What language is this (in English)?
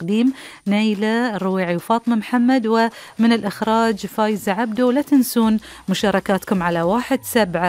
Gulf Arabic